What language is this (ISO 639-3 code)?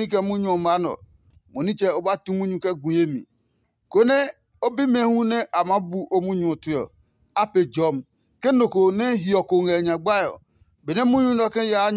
ada